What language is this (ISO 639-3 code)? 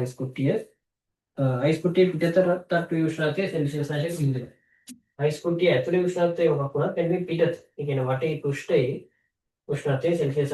sin